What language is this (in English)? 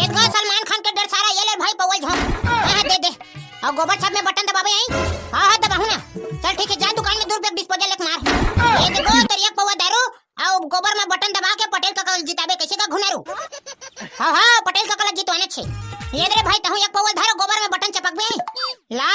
Chhattisgarhi